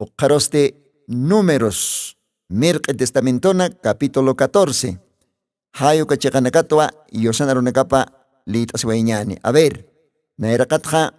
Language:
Aymara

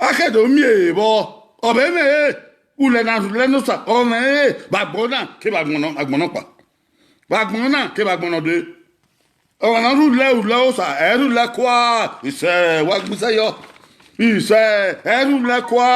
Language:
Bini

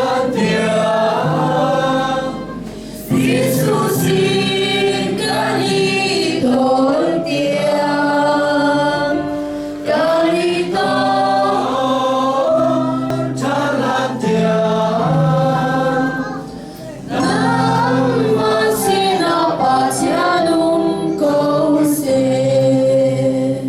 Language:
Hakha Chin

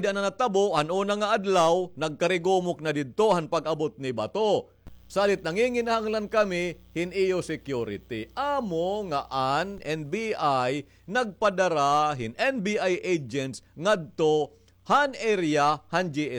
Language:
Waray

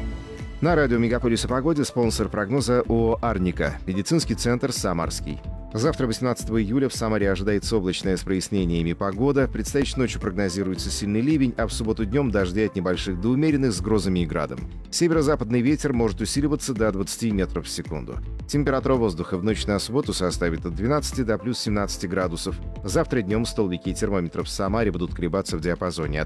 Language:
Russian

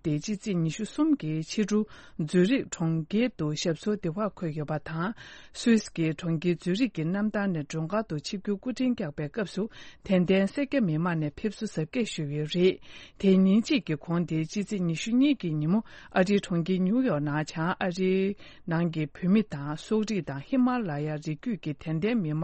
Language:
Tibetan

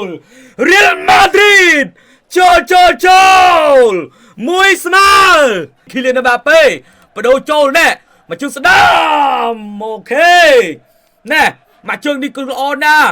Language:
Khmer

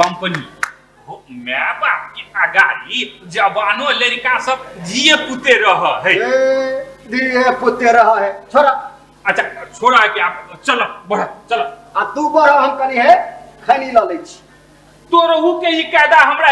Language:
Maithili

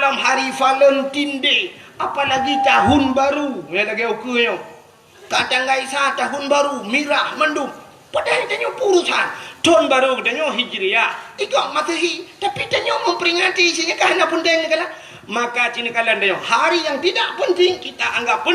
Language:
Achinese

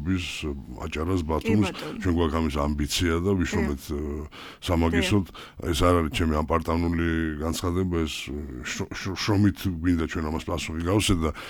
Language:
Georgian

